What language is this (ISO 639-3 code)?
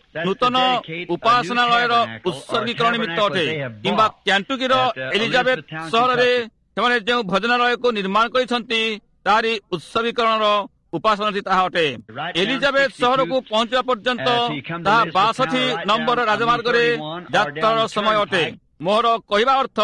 ori